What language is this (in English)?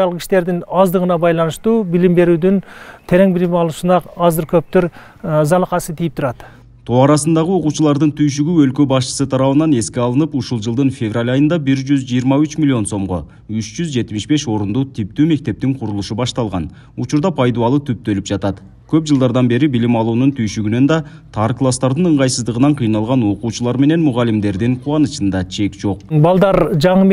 Kyrgyz